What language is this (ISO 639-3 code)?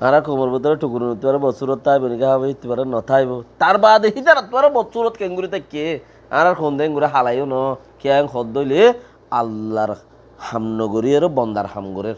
rhg